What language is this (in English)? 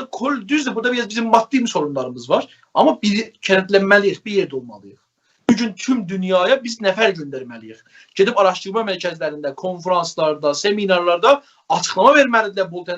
South Azerbaijani